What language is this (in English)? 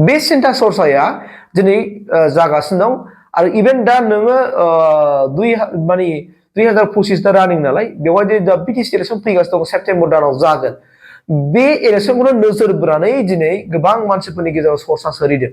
Bodo